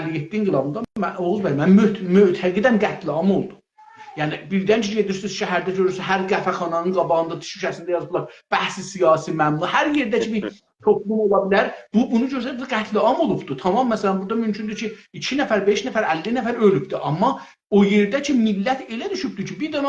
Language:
South Azerbaijani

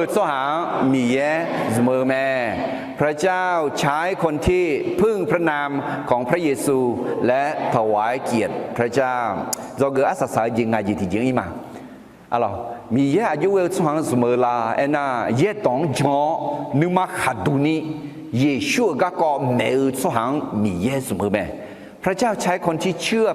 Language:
Akha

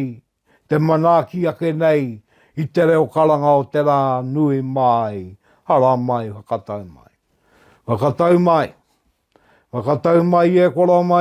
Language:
Māori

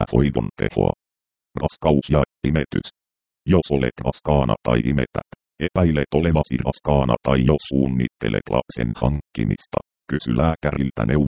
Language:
Finnish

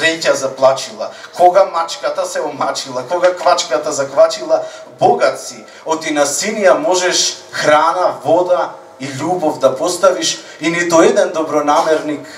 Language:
Macedonian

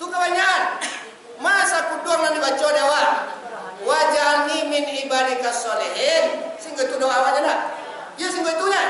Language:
Minangkabau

